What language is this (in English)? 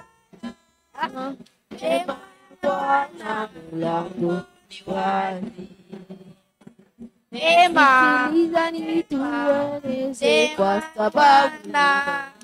Swahili